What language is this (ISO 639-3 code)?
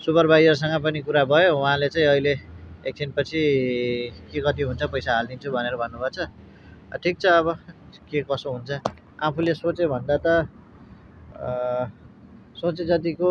nep